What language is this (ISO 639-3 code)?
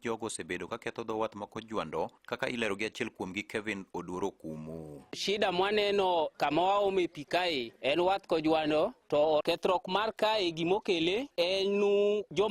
luo